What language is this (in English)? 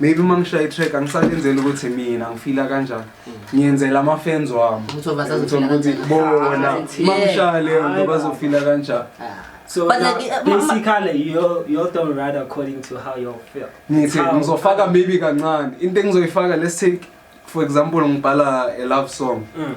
Zulu